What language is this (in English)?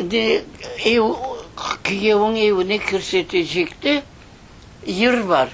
Crimean Tatar